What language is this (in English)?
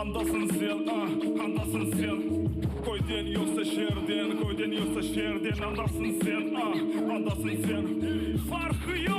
Crimean Tatar